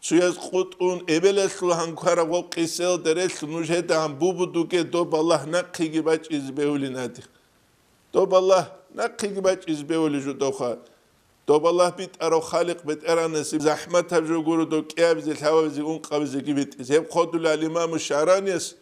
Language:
Avaric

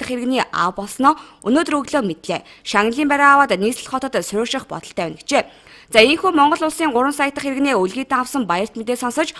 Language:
Mongolian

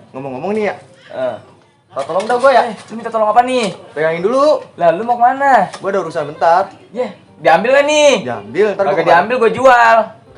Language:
Betawi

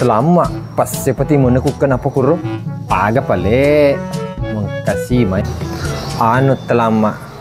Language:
Buginese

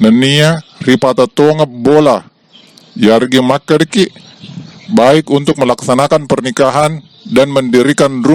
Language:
Buginese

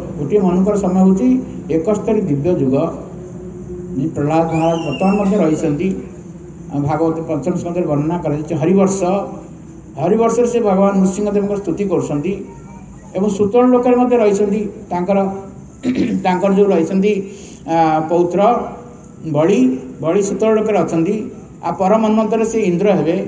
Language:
Odia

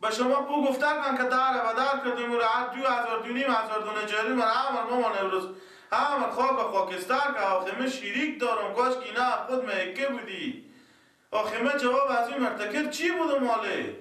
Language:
Persian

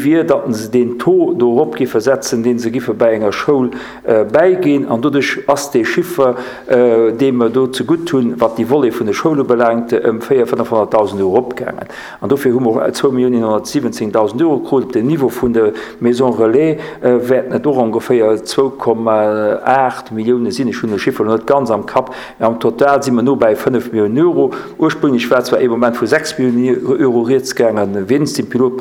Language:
Luxembourgish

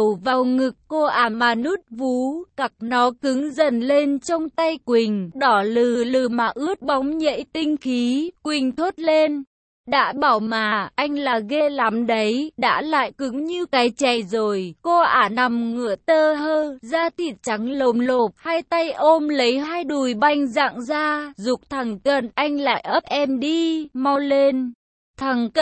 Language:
Vietnamese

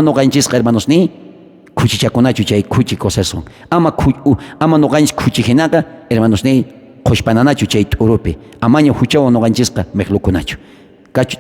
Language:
South Bolivian Quechua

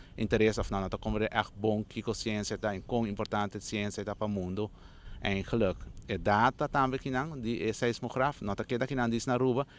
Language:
Papiamento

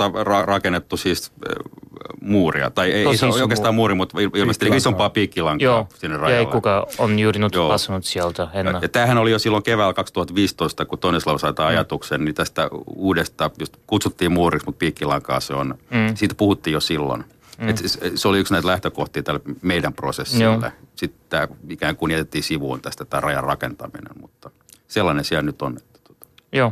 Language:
Finnish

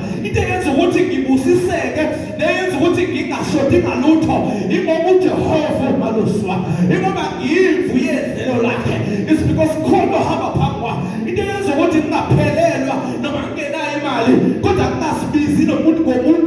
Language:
Zulu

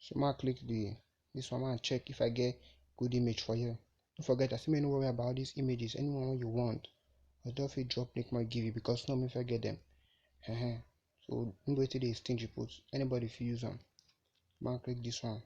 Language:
Nigerian Pidgin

